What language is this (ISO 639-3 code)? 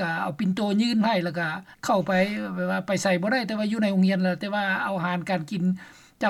lao